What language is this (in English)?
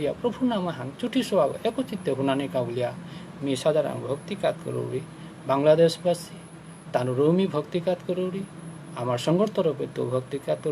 Bishnupriya